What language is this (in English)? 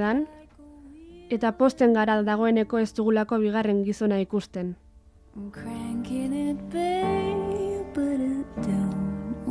Basque